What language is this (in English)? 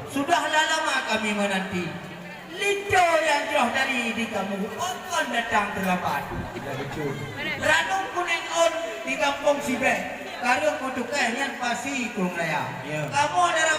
Achinese